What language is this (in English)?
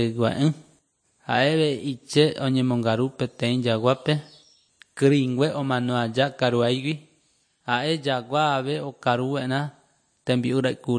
Guarani